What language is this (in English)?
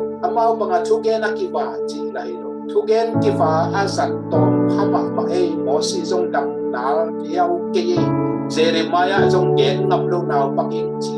Tedim Chin